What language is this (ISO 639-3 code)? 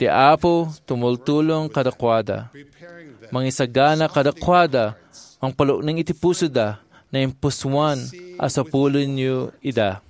ilo